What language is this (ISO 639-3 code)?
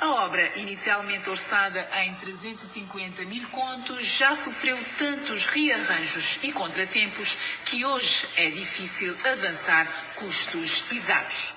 kea